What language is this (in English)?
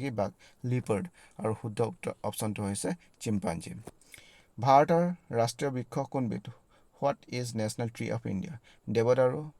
Assamese